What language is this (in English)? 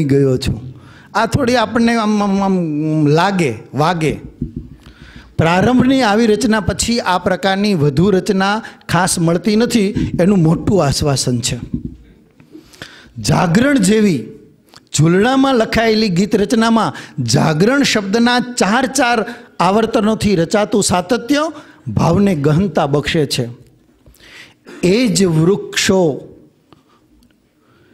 Gujarati